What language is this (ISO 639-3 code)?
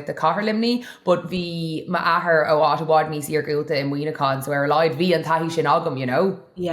gle